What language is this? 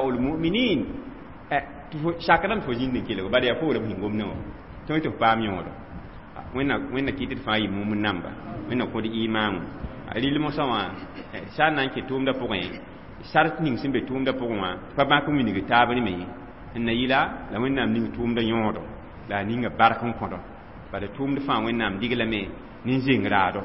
Mossi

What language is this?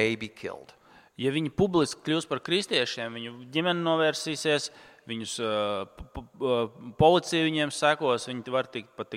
Latvian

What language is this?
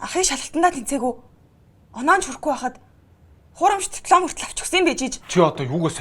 Mongolian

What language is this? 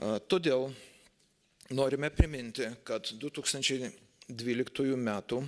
Lithuanian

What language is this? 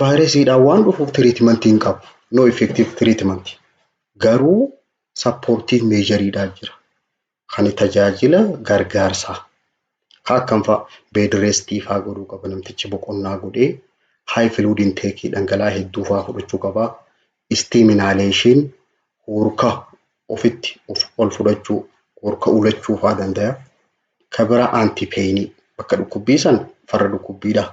Oromo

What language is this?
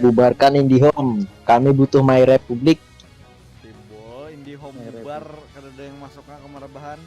Banjar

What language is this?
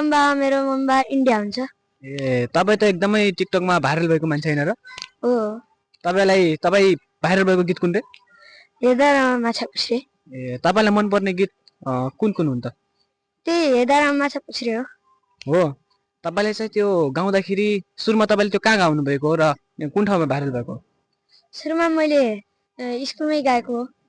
Nepali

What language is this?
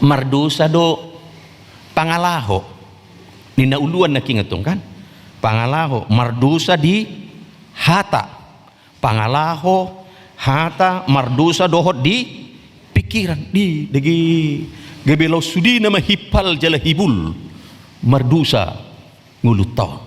Batak Toba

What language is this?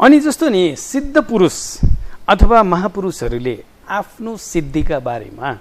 Nepali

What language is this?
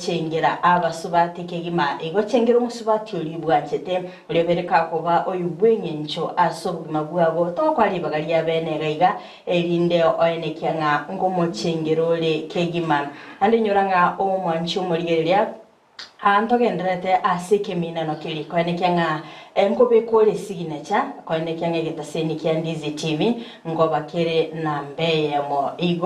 Gusii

